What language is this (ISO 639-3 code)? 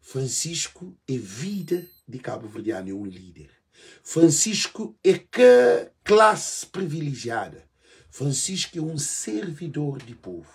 kea